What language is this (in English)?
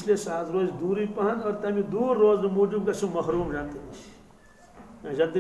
Kashmiri